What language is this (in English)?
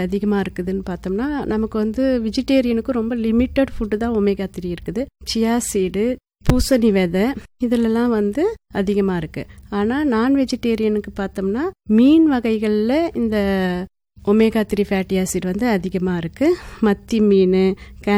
Tamil